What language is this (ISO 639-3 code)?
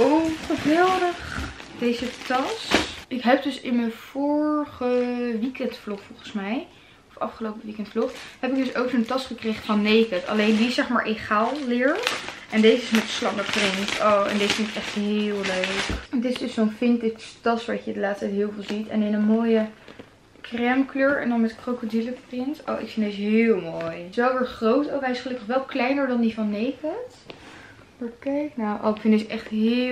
nld